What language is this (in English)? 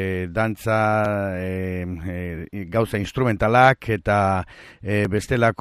Basque